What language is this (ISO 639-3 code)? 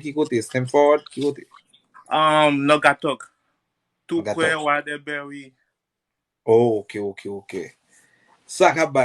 hat